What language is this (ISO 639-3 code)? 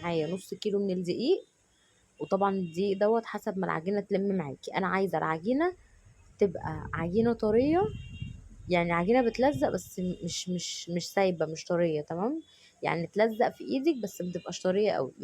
arz